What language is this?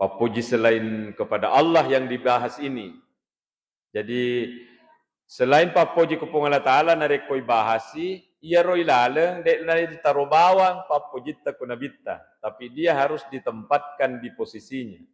Buginese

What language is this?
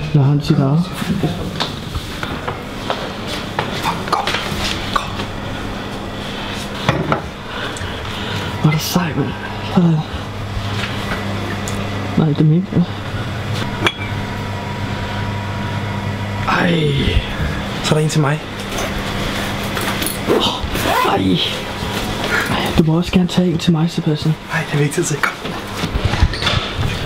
Danish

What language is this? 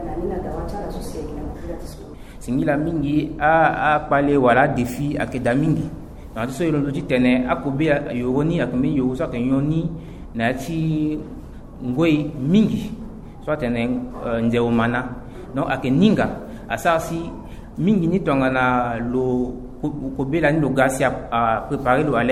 Sango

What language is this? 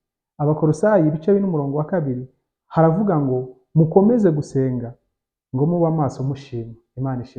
Kinyarwanda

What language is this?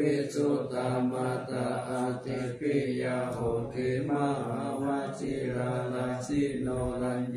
Pali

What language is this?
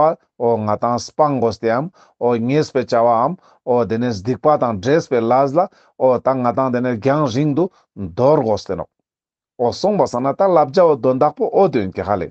Ladakhi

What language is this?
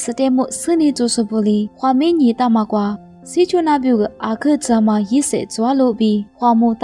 Lisu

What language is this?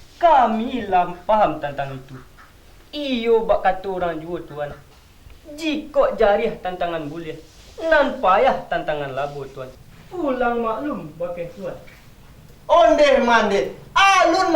Minangkabau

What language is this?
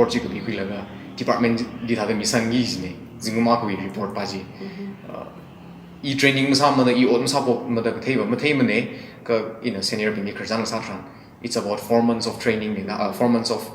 Tangkhul Naga (India)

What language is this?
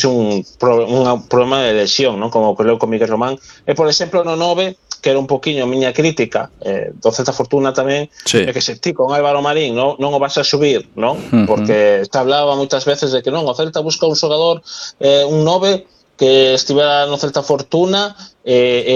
Galician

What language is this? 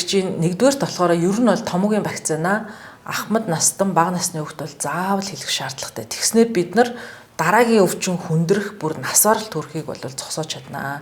Mongolian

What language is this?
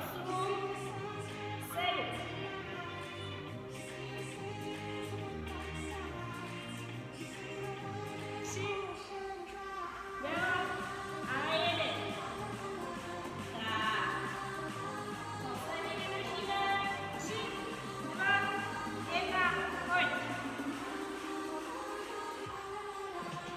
Czech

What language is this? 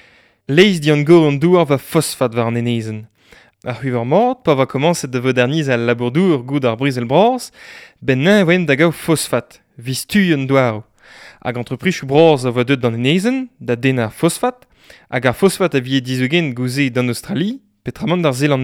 Breton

